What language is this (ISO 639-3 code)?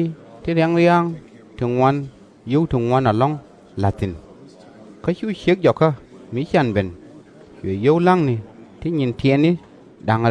nus